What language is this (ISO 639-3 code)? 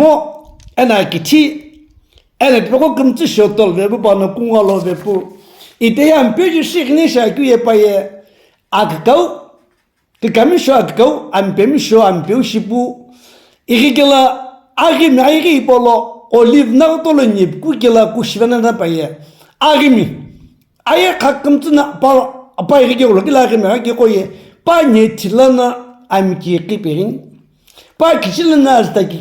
nsm